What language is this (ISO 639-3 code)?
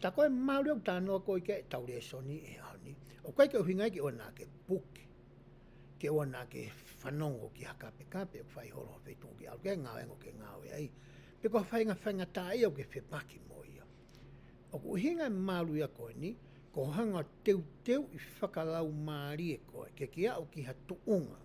ton